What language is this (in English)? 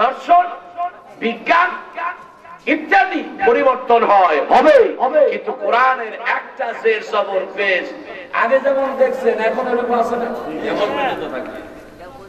Bangla